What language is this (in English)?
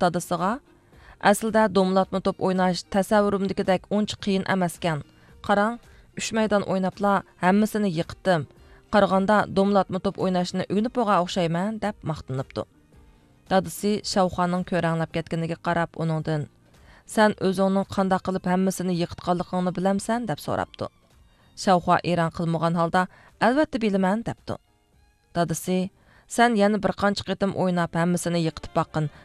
Uyghur